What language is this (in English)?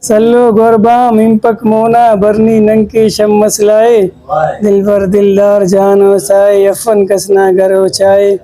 Brahui